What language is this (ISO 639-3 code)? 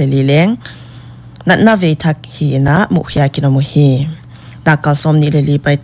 pck